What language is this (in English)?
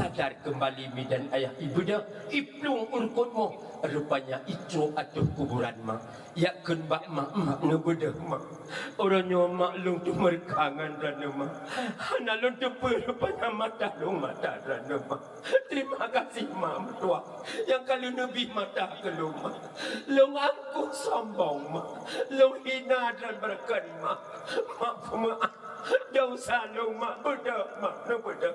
Achinese